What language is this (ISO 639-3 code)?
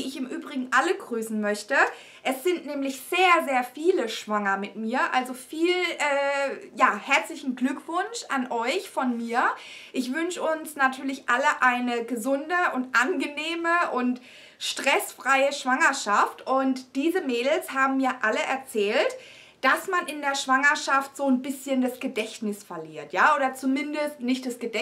deu